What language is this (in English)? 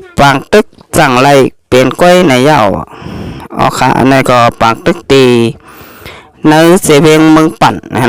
Shan